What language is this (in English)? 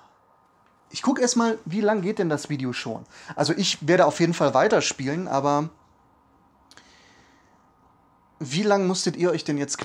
German